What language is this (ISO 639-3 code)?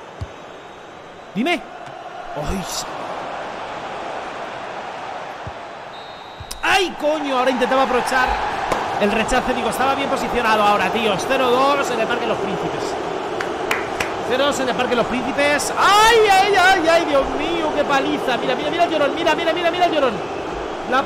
spa